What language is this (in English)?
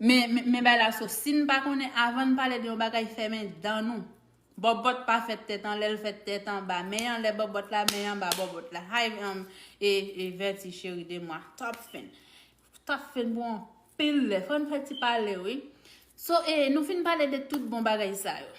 Haitian Creole